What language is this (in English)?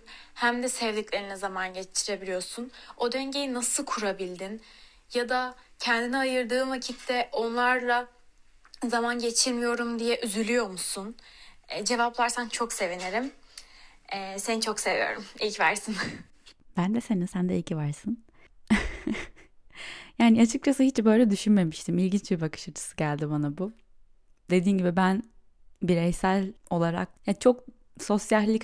Turkish